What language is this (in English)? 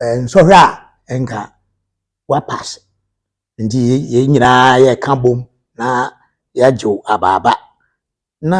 Akan